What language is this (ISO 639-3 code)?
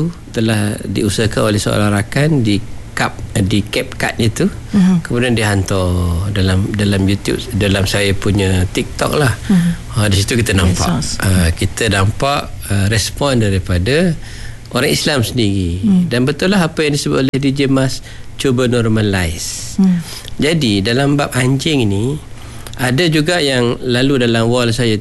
msa